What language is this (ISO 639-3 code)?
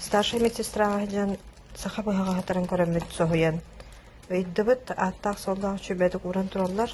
sah